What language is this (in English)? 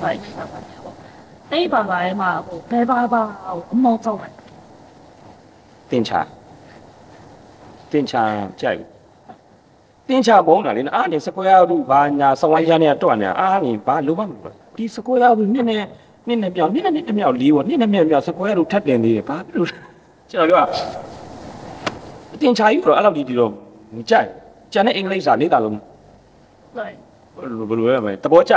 Burmese